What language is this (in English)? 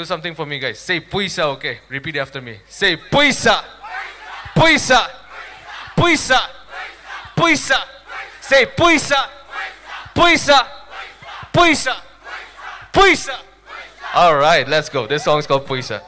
Tangkhul Naga (India)